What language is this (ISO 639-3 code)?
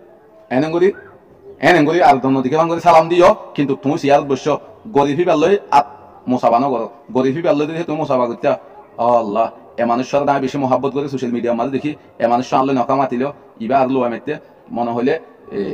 rhg